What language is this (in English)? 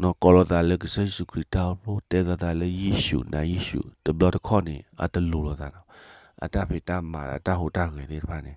S'gaw Karen